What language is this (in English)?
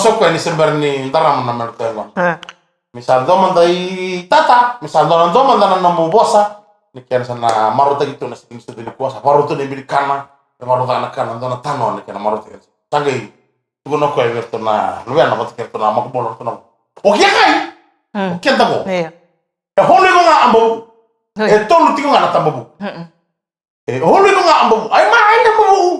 Fijian